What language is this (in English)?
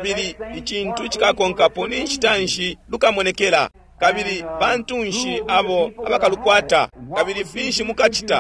Bemba